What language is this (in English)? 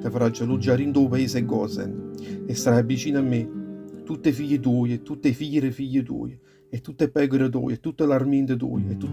Neapolitan